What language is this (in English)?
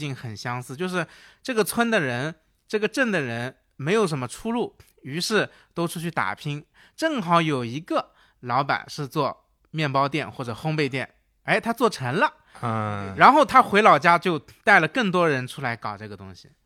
Chinese